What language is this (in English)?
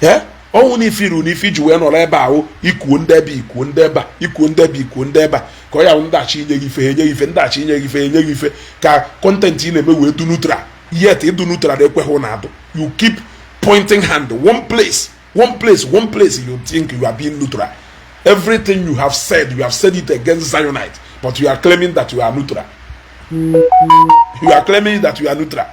Igbo